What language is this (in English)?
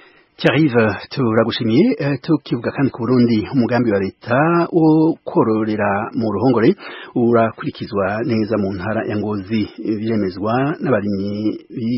Rundi